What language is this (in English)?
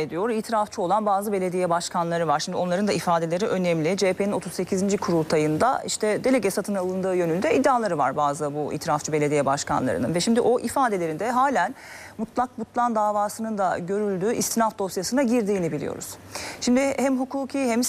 Turkish